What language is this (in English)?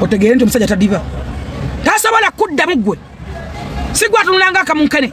Ganda